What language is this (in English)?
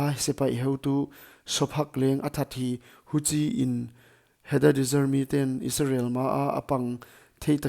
Paite Chin